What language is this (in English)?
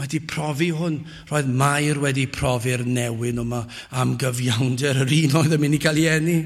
Welsh